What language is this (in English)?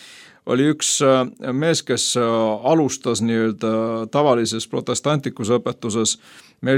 Estonian